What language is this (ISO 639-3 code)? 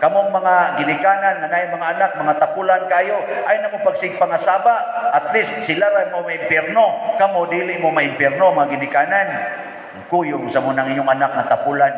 ceb